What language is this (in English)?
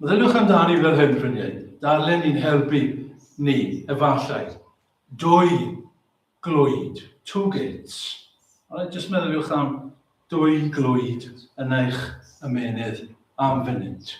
Welsh